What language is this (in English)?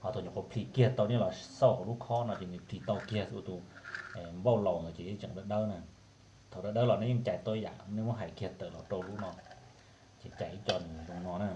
Hmong